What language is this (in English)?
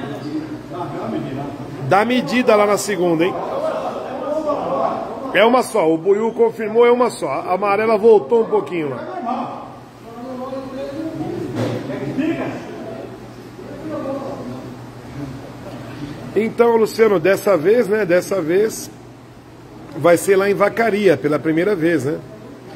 Portuguese